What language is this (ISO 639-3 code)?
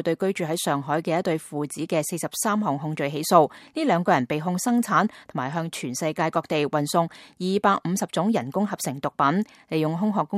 yue